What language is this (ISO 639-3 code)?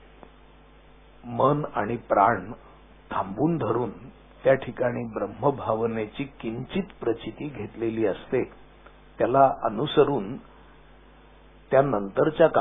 mar